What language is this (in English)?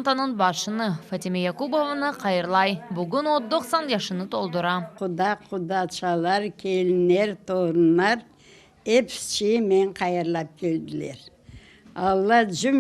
Crimean Tatar